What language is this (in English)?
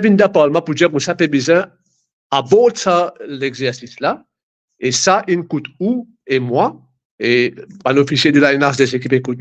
Morisyen